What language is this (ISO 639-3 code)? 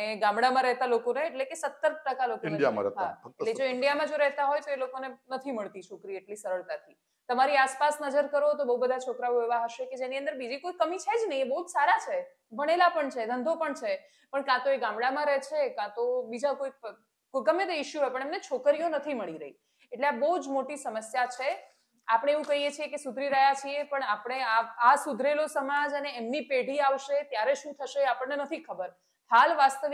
guj